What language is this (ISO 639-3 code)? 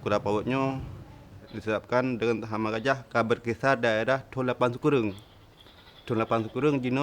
ace